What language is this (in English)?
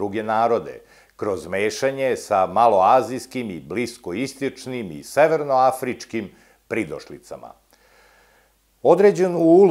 Serbian